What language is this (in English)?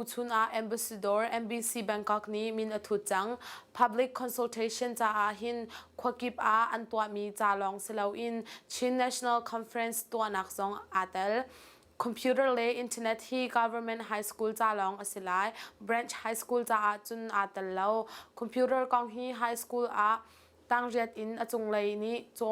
Hakha Chin